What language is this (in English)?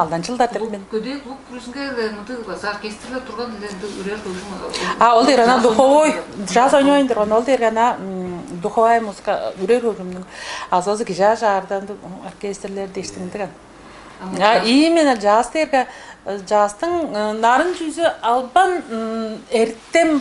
Tuvinian